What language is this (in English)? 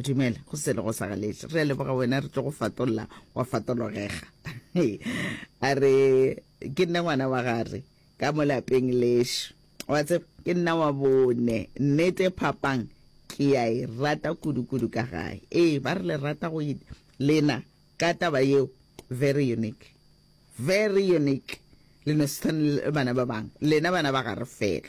Northern Sotho